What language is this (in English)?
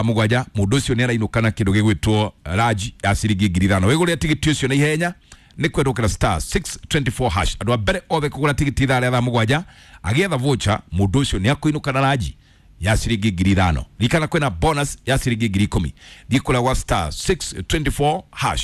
Kikuyu